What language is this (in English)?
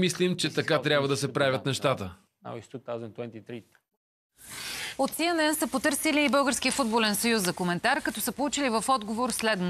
Bulgarian